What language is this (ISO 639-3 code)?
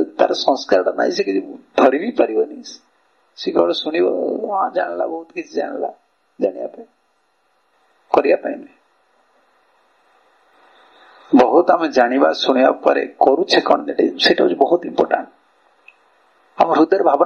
ori